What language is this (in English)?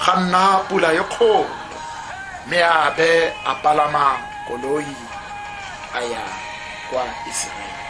Tswana